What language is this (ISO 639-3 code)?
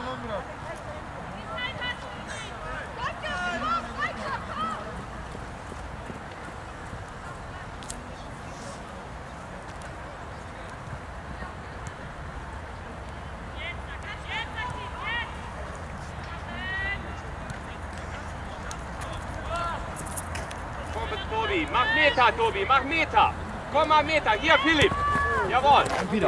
deu